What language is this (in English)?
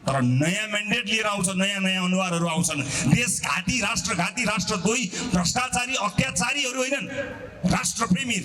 Nepali